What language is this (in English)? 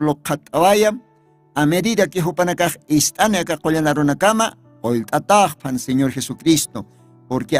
Aymara